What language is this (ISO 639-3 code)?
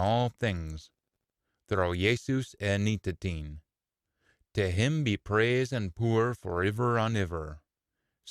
sco